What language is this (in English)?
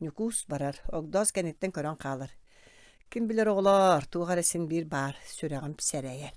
Yakut